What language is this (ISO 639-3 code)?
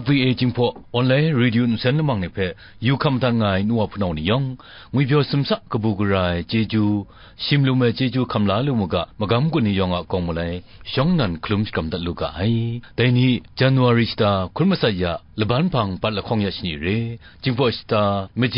kac